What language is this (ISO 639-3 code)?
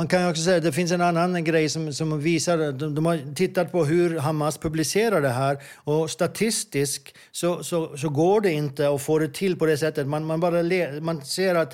swe